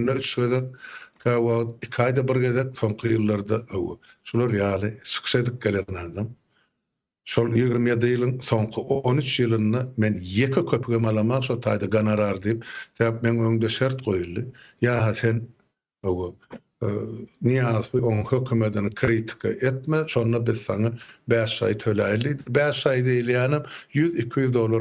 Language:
Turkmen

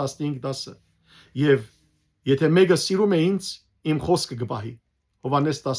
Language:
Western Armenian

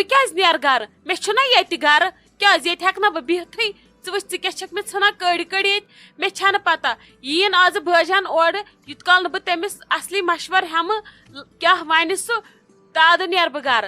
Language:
Kashmiri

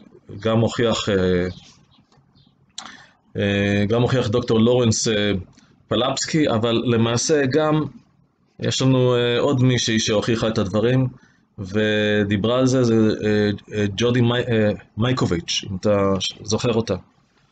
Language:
Hebrew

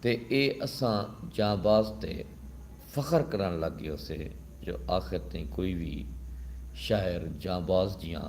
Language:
Saraiki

